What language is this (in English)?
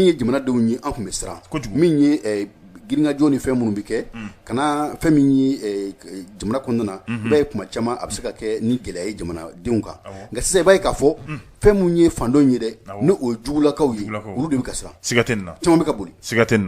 Bambara